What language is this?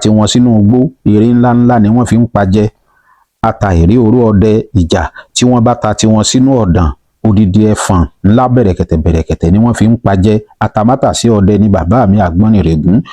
Yoruba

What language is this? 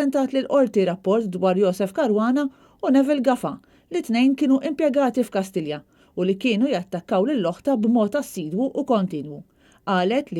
Maltese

